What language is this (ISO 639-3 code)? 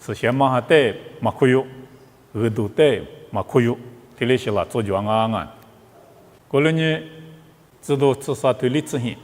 lis